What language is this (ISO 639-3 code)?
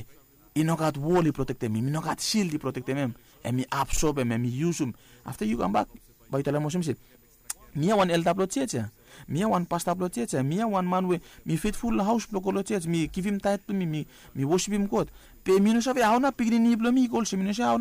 bis